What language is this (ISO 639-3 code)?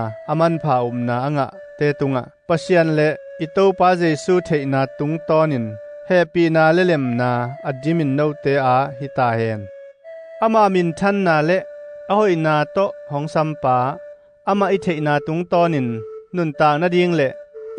ctd